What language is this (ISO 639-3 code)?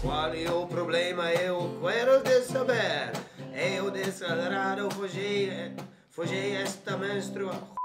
fry